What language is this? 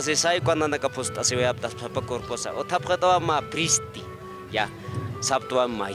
Aymara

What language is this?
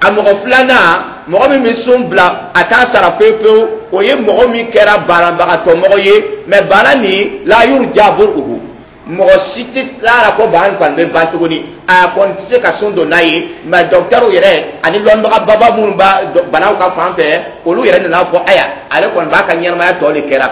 Dyula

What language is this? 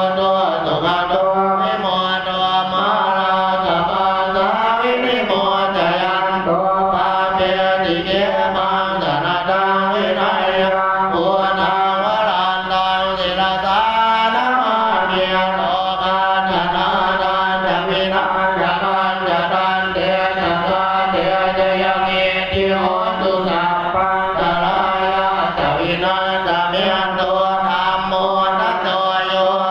Pali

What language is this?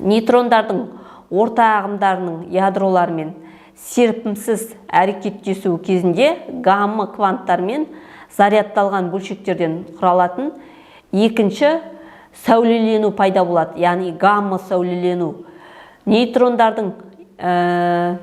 Kazakh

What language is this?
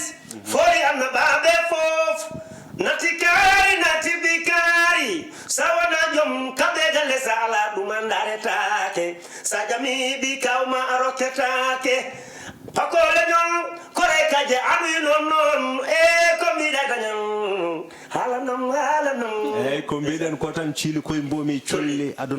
Fula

